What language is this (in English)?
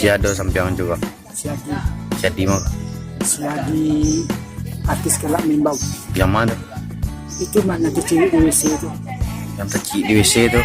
Minangkabau